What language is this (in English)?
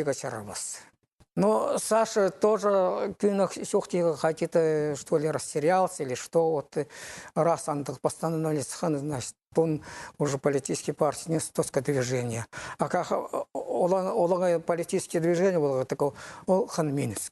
Khakas